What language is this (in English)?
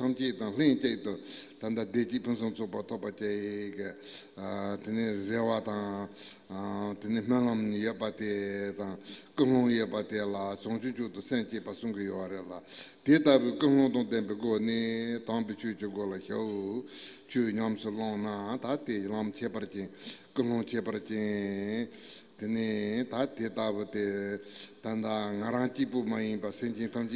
Tibetan